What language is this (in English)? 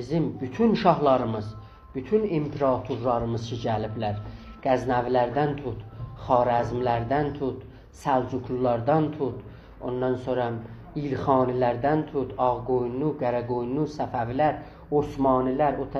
South Azerbaijani